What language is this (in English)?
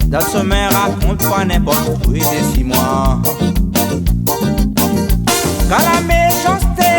Réunion Creole French